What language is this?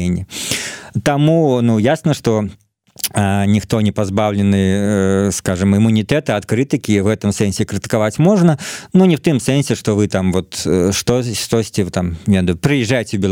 Belarusian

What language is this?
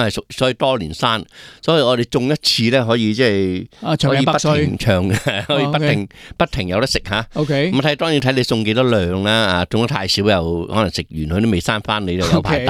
Cantonese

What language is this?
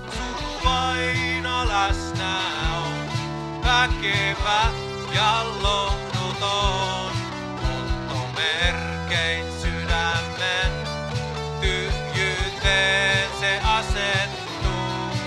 Finnish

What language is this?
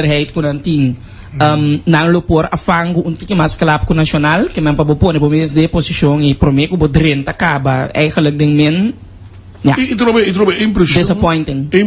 Papiamento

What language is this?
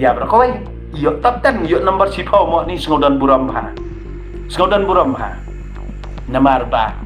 Khasi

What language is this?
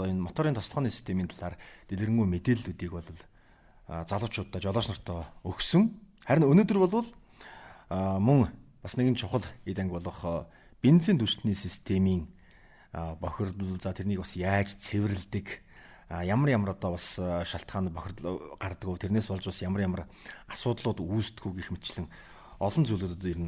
Mongolian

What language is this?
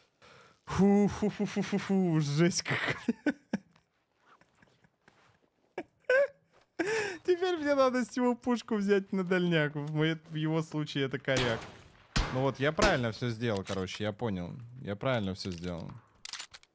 Russian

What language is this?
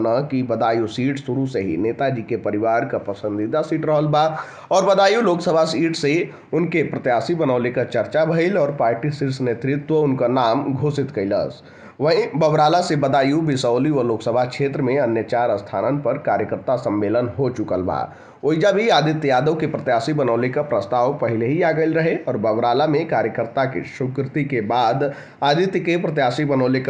Bhojpuri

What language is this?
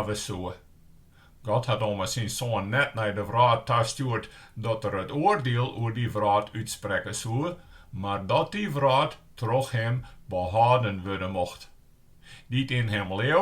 Western Frisian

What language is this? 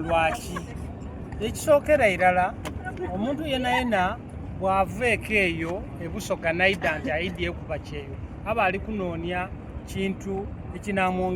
Soga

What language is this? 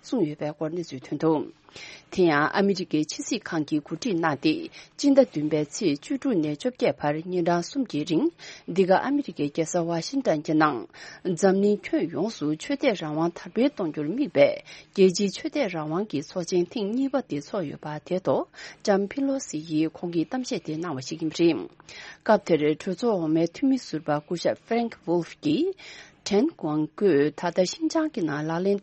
Tibetan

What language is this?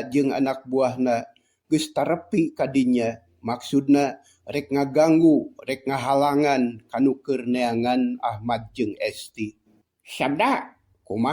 Sundanese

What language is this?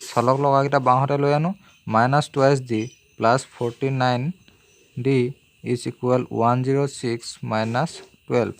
Assamese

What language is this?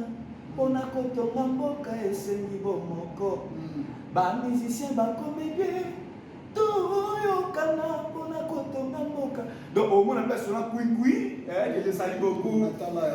Lingala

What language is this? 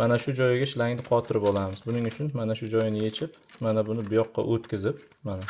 Uzbek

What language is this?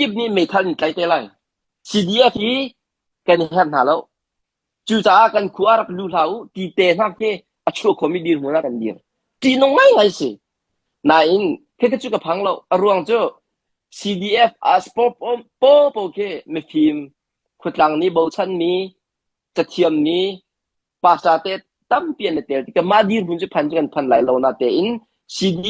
Hakha Chin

